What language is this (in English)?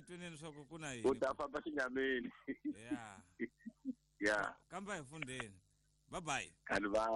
Tsonga